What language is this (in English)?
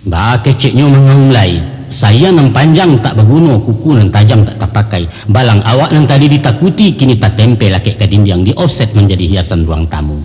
Minangkabau